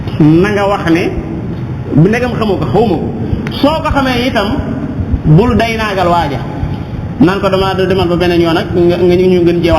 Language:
Wolof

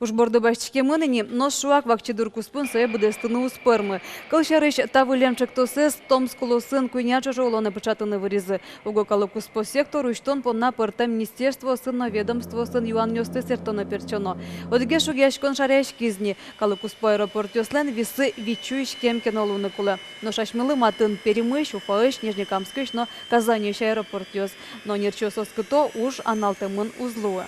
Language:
Udmurt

